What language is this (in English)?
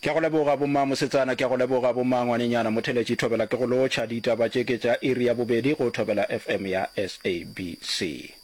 Northern Sotho